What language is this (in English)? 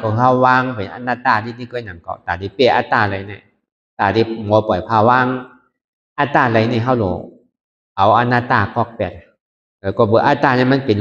Shan